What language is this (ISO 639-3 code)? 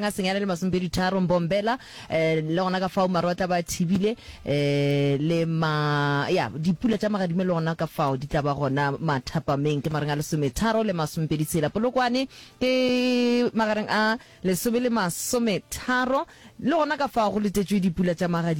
nso